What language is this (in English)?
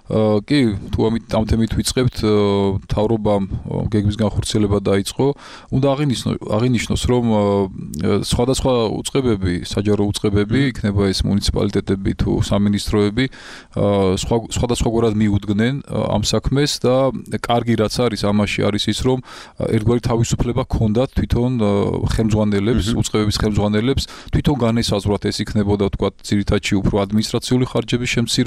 Georgian